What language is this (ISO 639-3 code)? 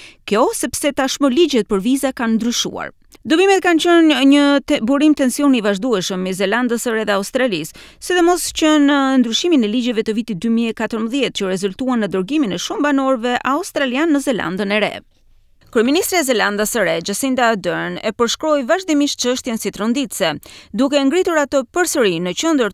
sqi